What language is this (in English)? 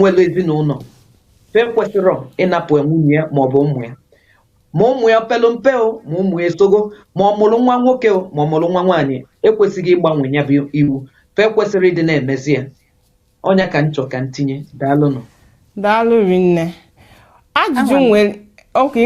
Igbo